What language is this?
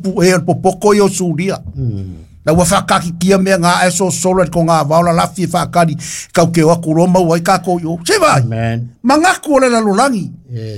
Samoan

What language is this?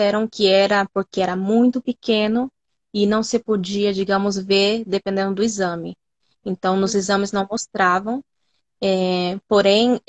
Portuguese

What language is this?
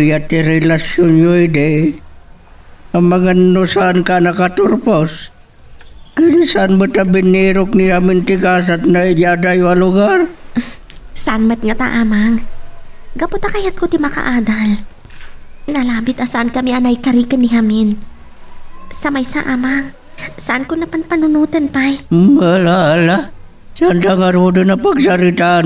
Iloko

